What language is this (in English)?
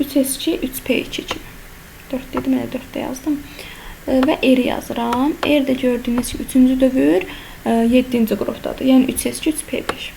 Azerbaijani